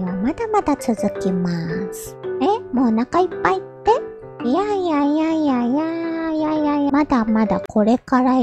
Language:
Japanese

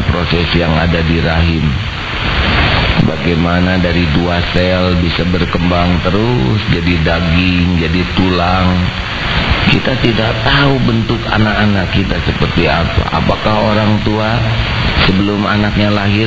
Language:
Indonesian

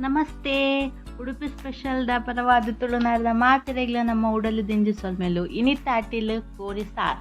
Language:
Tulu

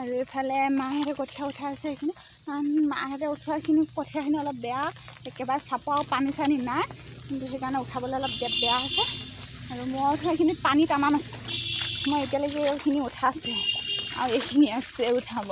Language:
Assamese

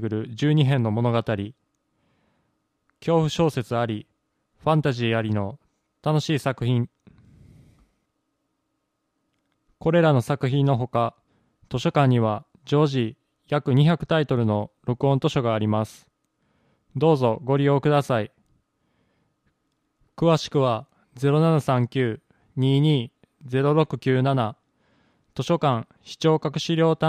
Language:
Japanese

